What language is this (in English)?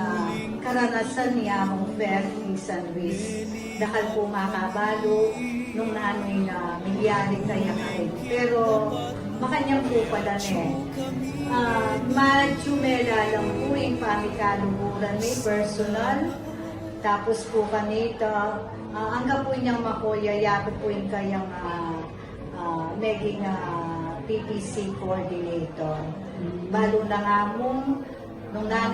Pampanga